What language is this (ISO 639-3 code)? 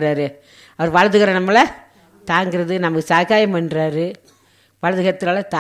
tam